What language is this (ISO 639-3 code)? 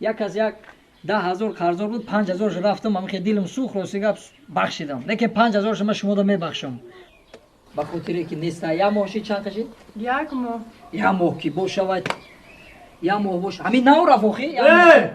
tgk